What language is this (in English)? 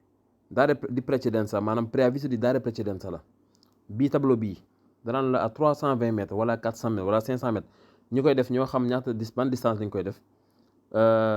Wolof